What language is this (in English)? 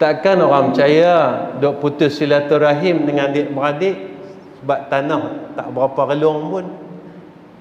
Malay